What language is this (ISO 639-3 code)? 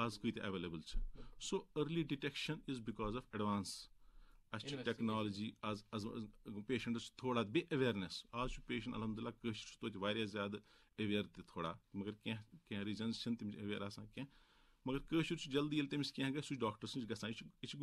kas